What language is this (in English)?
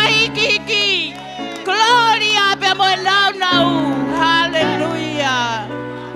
Tongan